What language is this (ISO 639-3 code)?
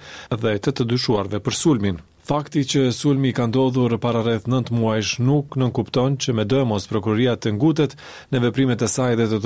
sqi